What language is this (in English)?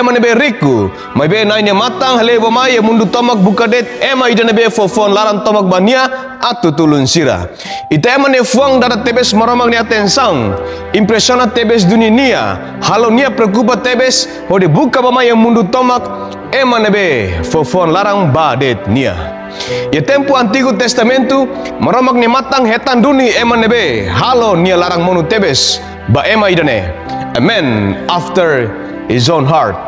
Tetum